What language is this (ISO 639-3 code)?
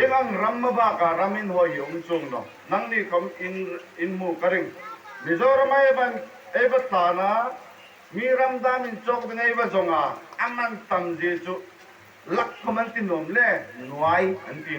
hmr